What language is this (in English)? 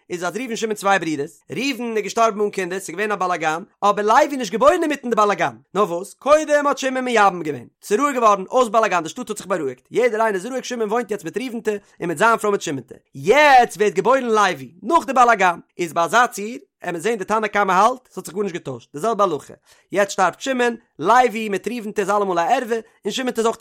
Yiddish